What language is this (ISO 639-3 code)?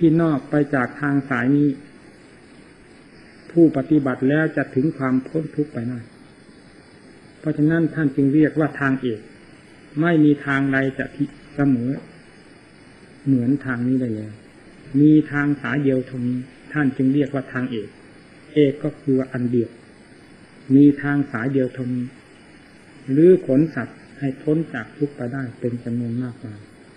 tha